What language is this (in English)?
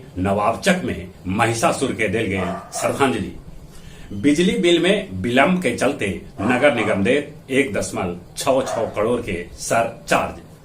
Magahi